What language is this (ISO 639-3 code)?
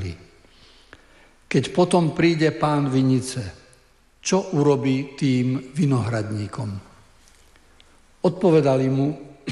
slk